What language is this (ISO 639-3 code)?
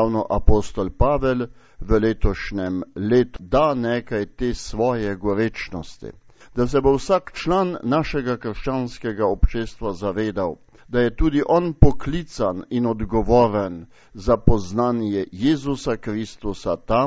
slv